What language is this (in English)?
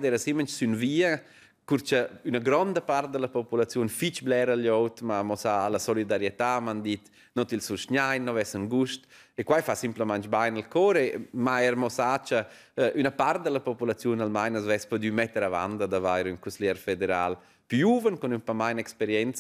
Romansh